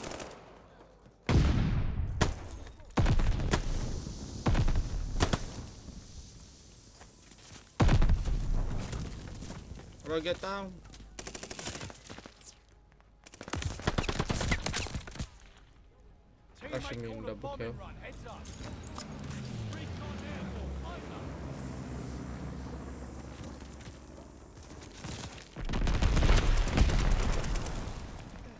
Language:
English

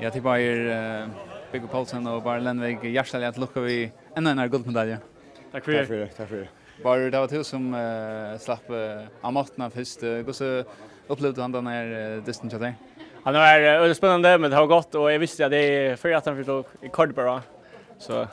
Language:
Faroese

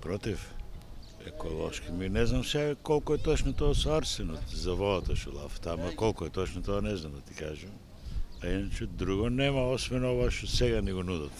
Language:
Macedonian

